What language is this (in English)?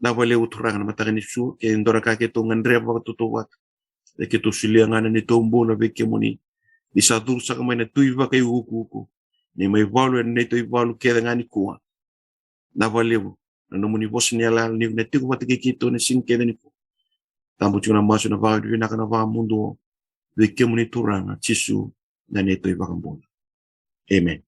Fijian